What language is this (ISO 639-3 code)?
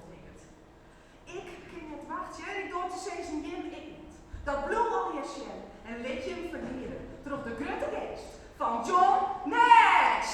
fry